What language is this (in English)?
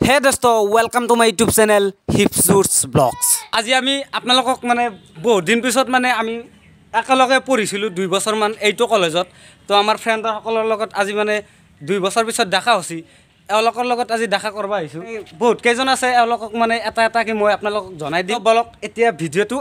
Assamese